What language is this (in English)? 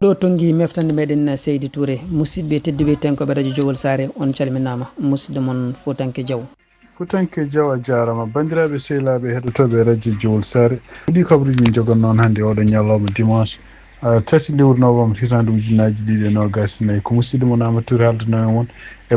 Fula